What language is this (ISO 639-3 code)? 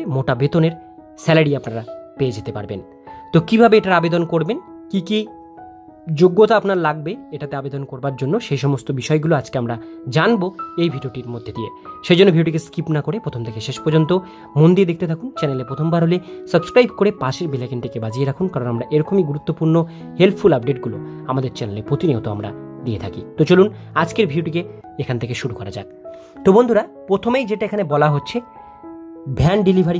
ben